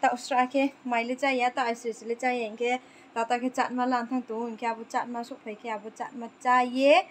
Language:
Riang (India)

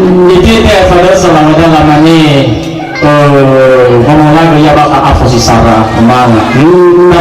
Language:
Nias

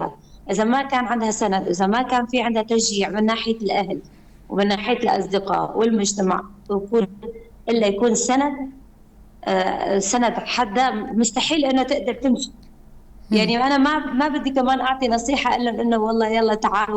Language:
North Levantine Arabic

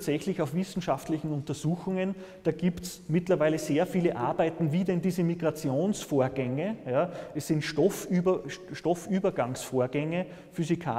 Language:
German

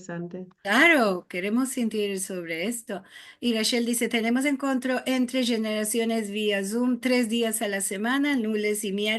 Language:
Ladino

